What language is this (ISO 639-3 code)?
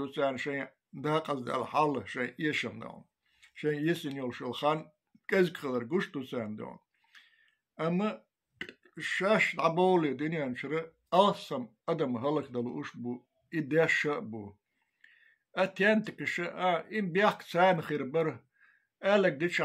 che